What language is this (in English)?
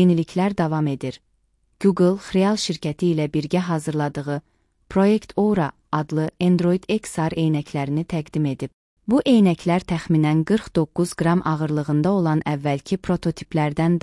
Azerbaijani